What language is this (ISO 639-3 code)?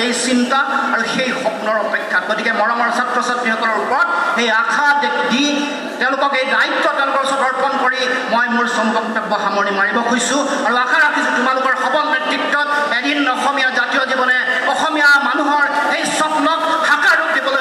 asm